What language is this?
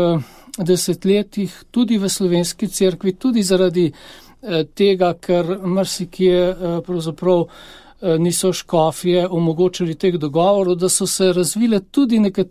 Slovenian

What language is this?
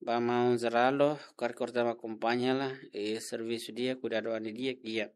Tetum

